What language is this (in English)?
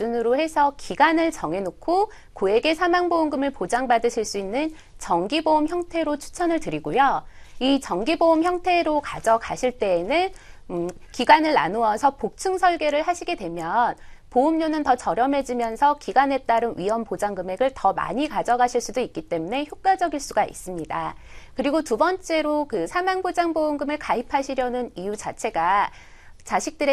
Korean